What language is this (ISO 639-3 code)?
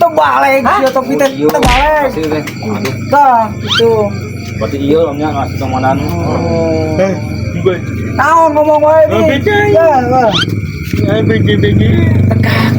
sun